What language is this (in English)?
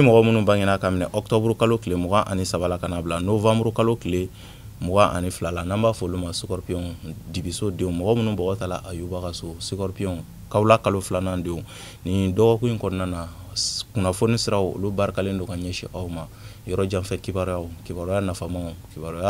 Bambara